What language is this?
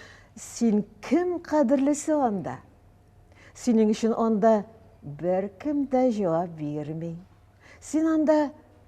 Tatar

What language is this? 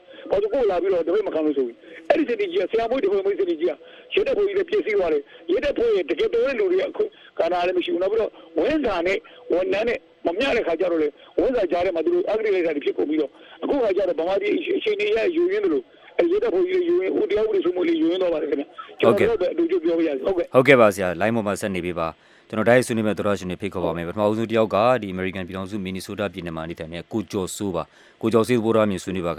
Burmese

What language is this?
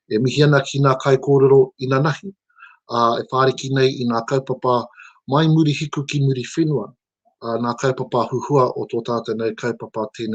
Māori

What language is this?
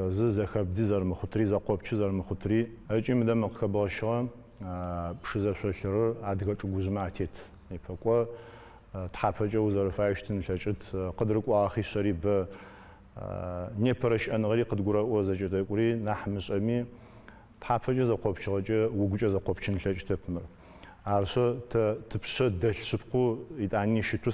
Adyghe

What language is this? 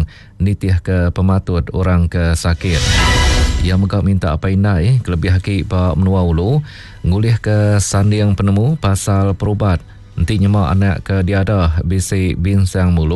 Iban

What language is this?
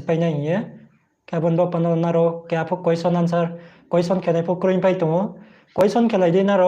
Riang (India)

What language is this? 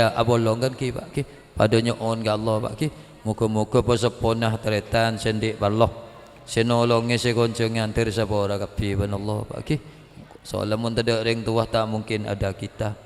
Madurese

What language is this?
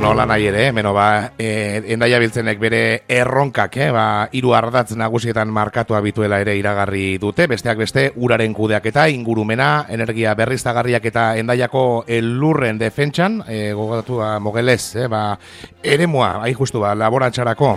Basque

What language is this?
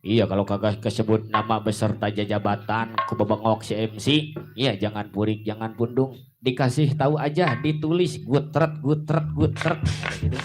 Betawi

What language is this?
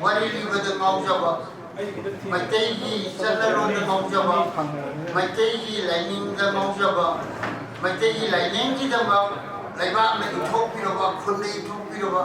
Manipuri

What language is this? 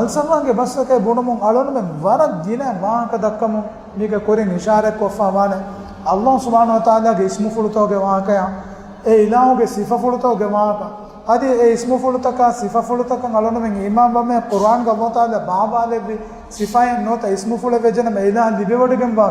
Divehi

